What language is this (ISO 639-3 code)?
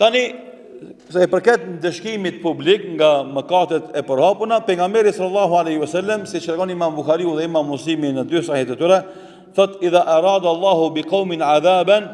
sqi